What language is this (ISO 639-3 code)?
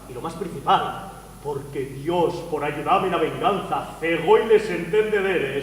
ast